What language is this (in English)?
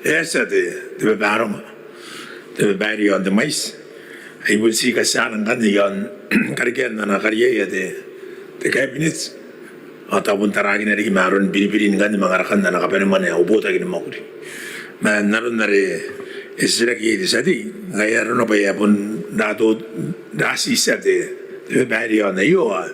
Gilbertese